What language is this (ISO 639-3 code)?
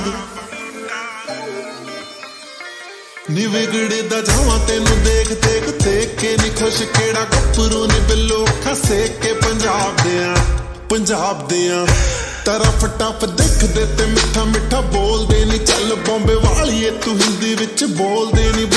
pan